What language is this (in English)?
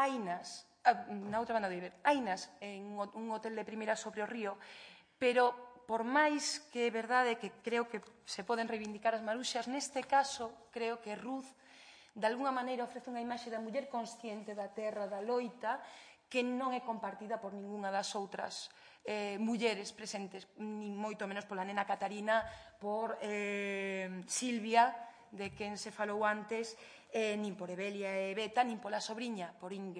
Galician